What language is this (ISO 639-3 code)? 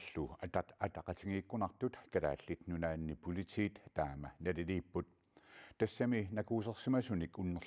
kal